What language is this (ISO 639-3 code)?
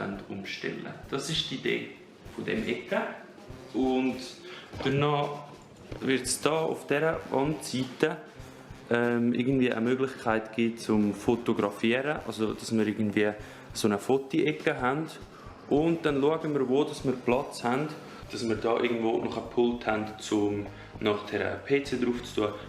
gsw